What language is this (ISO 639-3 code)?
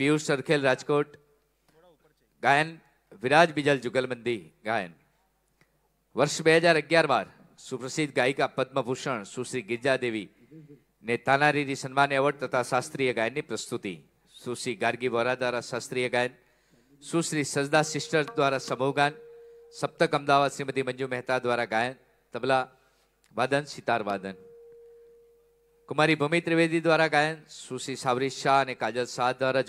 guj